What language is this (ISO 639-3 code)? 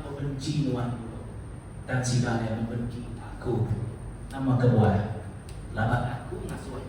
iba